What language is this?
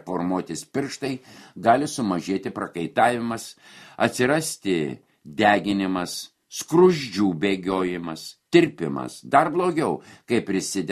Lithuanian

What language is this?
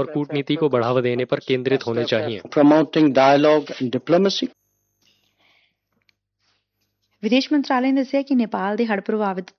Punjabi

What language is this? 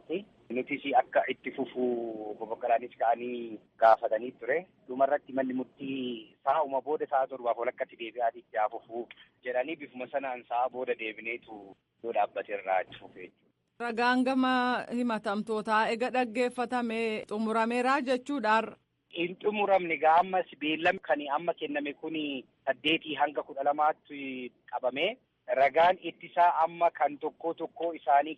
Oromo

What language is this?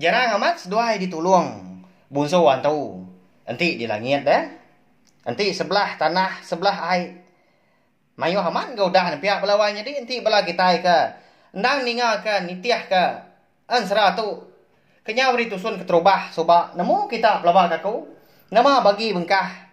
Iban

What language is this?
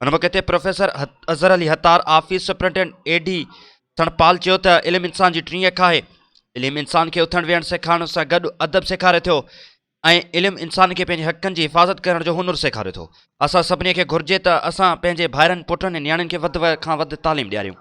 Sindhi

